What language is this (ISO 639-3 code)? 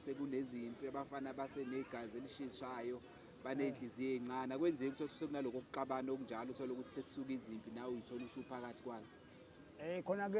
zul